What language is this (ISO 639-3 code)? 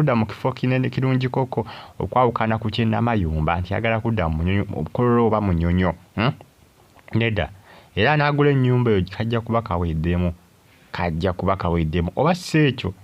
lug